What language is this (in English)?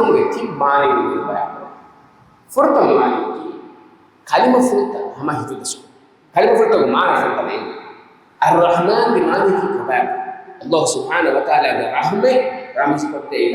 Divehi